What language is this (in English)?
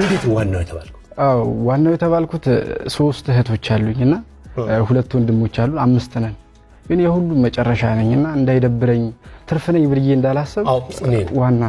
Amharic